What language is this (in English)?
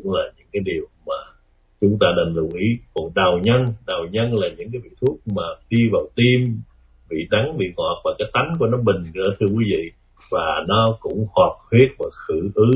Vietnamese